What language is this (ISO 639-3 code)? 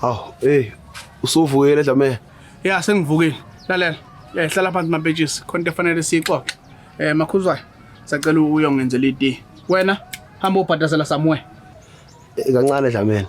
zul